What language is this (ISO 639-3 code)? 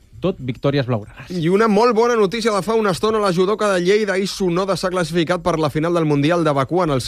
cat